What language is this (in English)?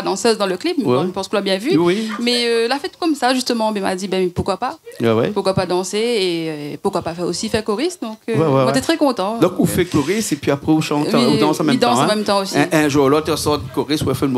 Réunion Creole French